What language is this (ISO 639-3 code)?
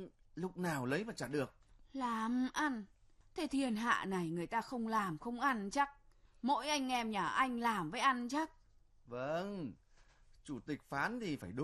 vie